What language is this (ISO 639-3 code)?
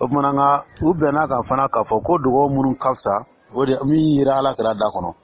dyu